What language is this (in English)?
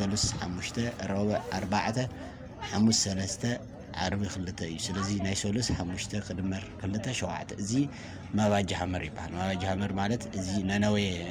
Tigrinya